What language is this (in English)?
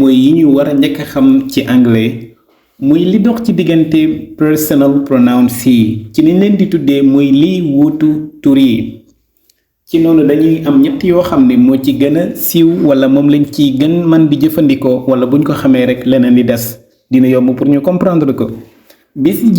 Wolof